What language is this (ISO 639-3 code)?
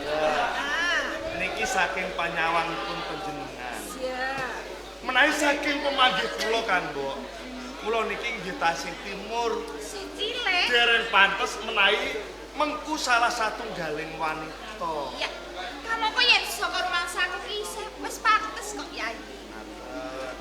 jav